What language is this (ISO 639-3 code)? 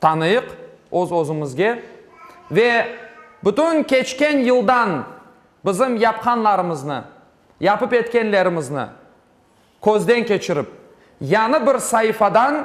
crh